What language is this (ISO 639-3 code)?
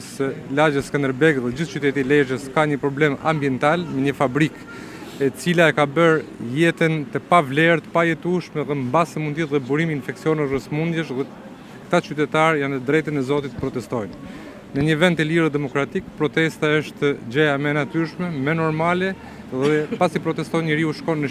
sqi